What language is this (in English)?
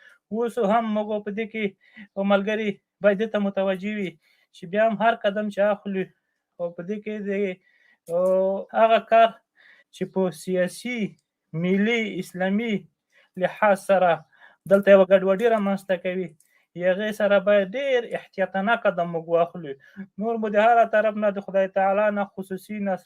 Pashto